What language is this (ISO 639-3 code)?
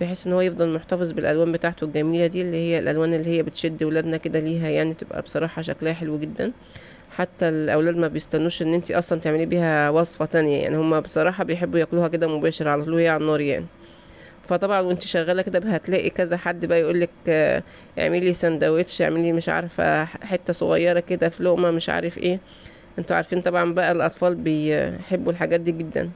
arz